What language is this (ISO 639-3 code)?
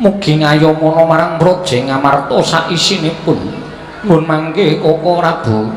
jav